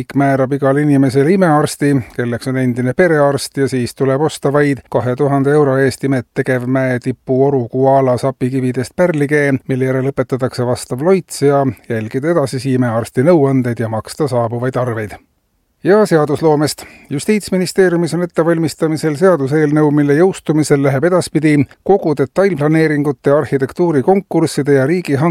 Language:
Estonian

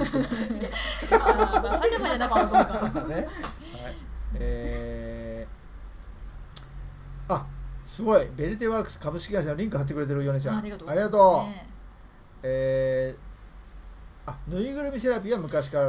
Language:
Japanese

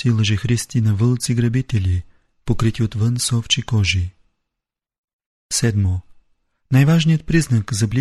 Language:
Bulgarian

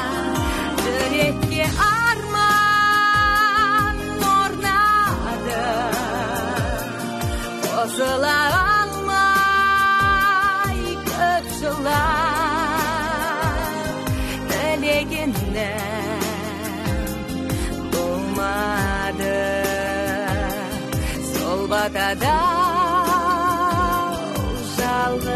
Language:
Kazakh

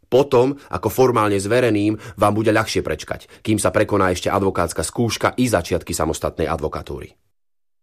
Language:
Slovak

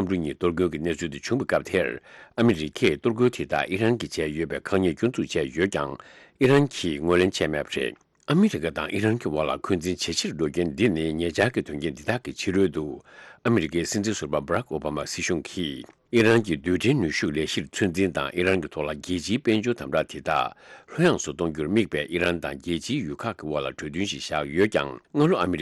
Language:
Tibetan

